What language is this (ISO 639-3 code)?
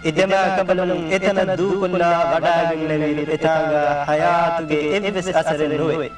div